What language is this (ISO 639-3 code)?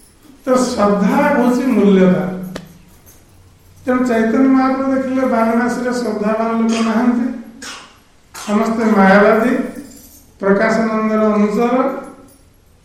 ori